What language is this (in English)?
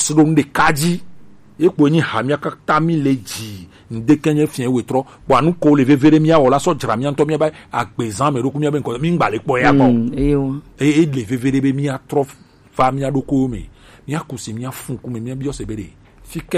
Gen